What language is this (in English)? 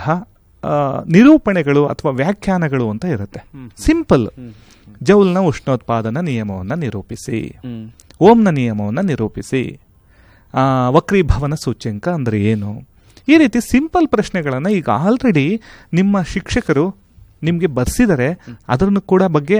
Kannada